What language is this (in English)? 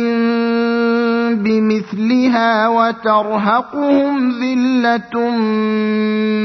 Arabic